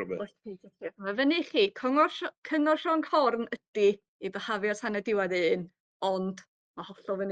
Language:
Welsh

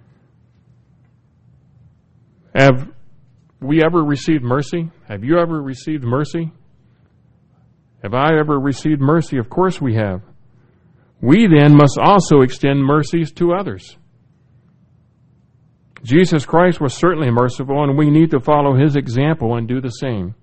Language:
English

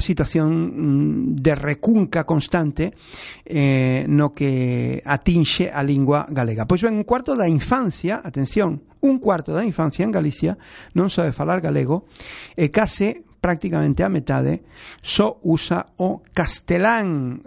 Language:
Galician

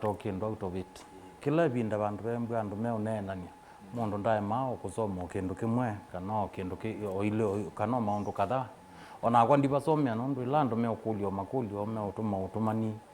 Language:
Kamba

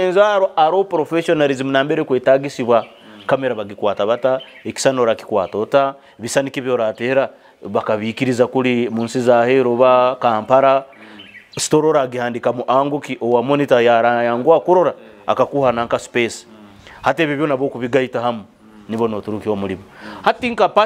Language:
Nyoro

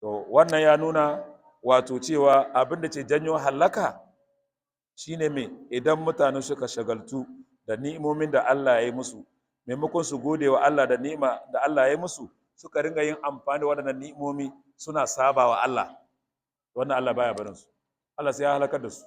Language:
Hausa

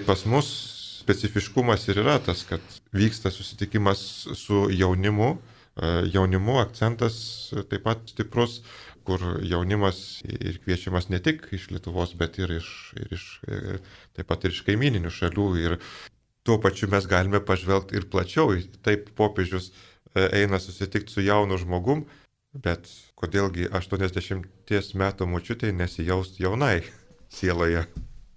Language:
Lithuanian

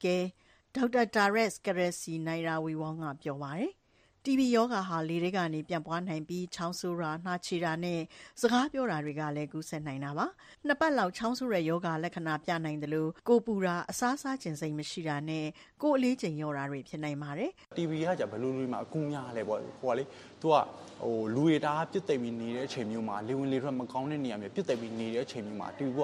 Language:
Burmese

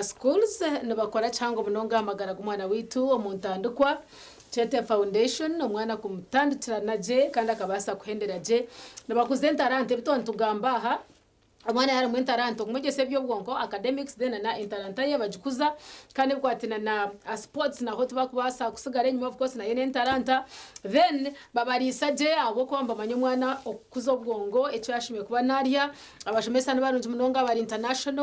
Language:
Nyankole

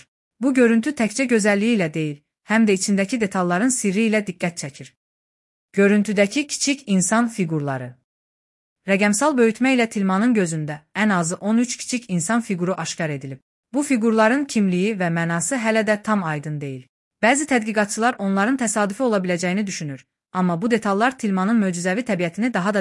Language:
Azerbaijani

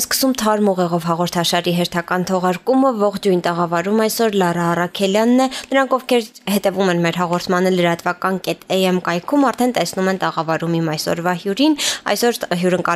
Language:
Armenian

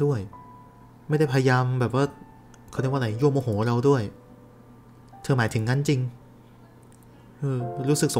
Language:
Thai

